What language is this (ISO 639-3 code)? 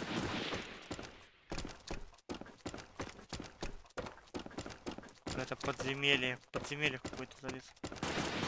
rus